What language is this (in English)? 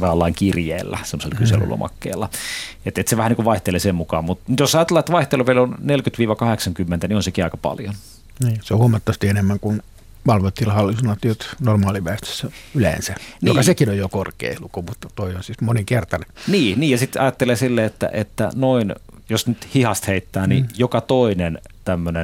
Finnish